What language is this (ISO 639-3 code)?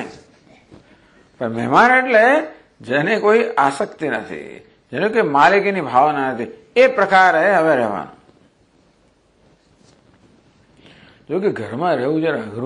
guj